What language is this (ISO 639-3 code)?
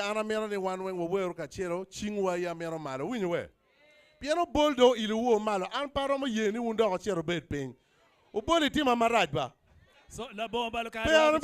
ach